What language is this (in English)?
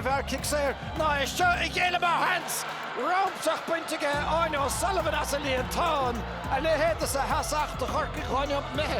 Irish